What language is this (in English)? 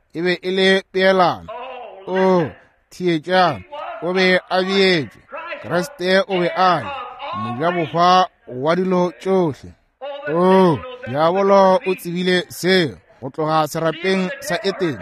Northern Sotho